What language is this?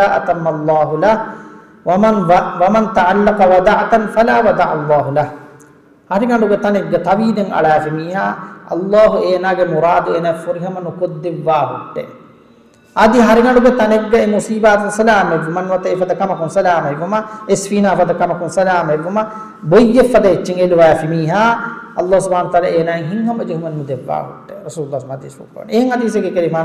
Divehi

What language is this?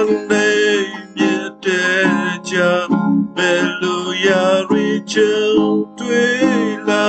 Western Kayah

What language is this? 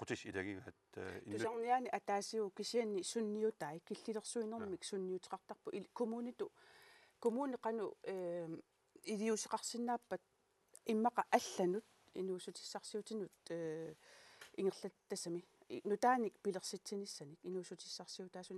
Kalaallisut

